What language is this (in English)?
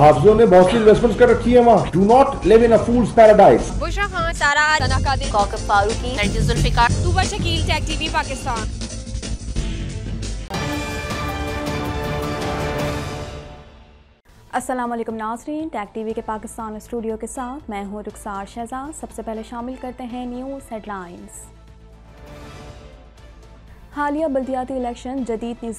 Urdu